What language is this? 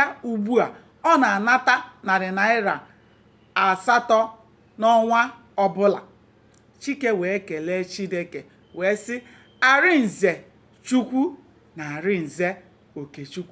Igbo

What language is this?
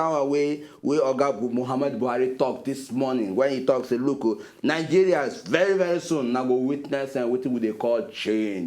Nigerian Pidgin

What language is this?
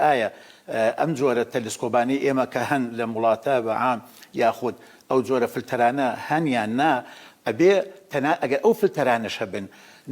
Central Kurdish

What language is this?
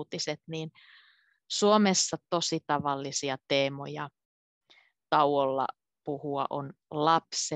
Finnish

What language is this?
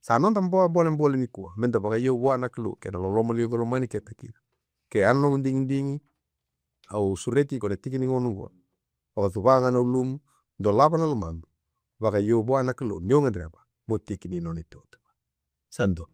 Fijian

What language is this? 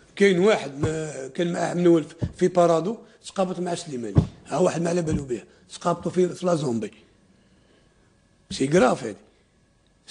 Algerian Arabic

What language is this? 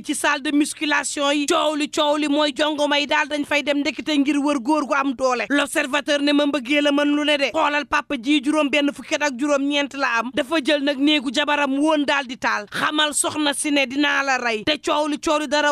Wolof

